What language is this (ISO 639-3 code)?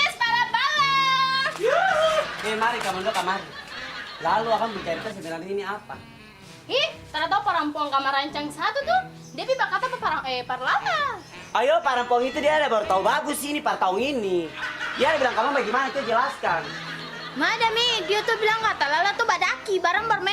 abs